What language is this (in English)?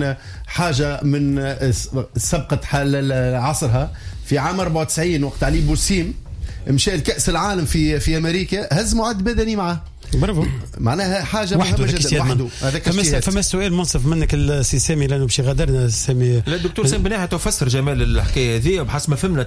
Tunisian Arabic